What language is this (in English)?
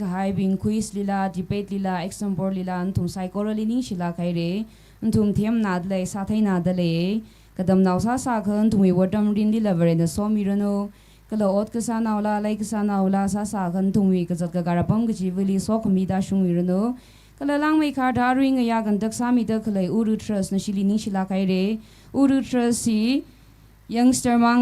Tangkhul Naga (India)